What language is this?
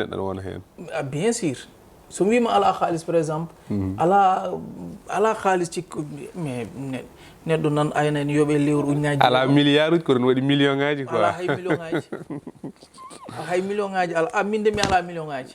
Fula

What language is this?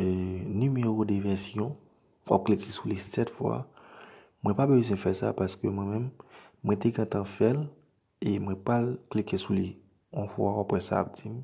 Haitian Creole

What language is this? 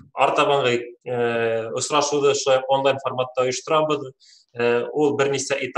Bashkir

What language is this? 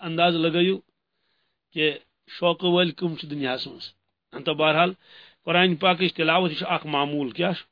Kashmiri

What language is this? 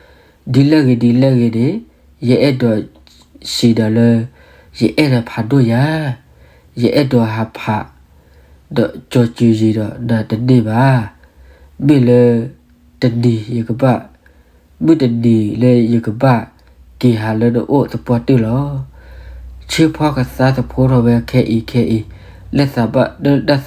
S'gaw Karen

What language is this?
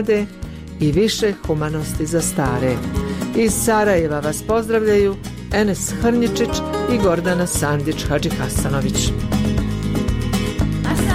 Bosnian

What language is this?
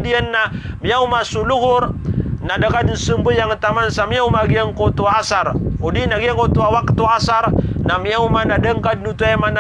Maranao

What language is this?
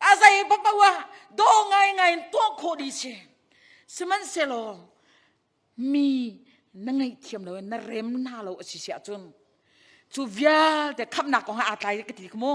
Hakha Chin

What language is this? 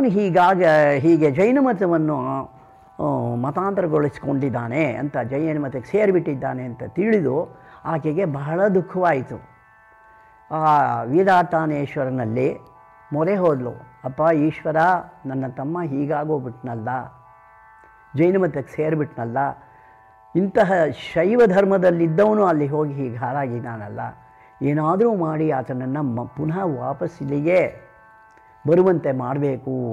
Kannada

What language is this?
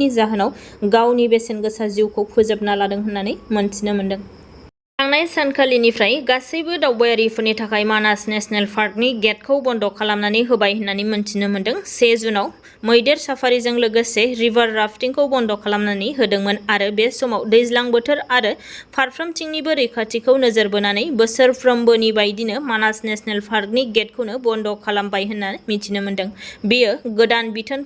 Bodo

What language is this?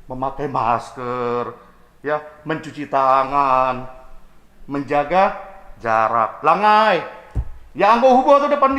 Batak Simalungun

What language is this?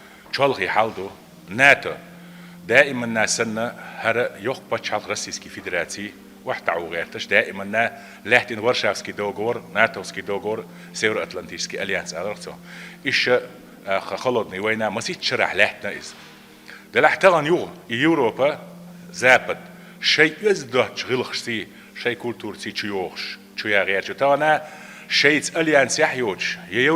Chechen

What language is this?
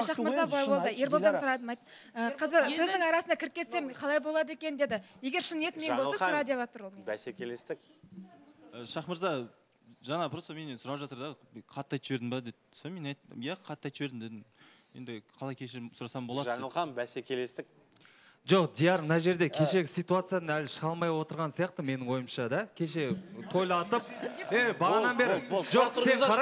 Kazakh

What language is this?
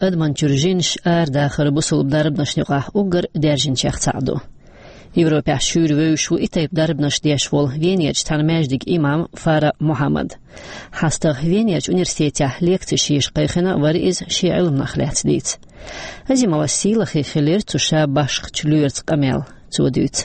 Chechen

